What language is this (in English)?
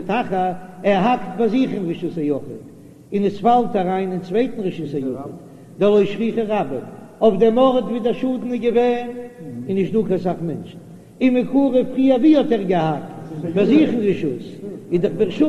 Yiddish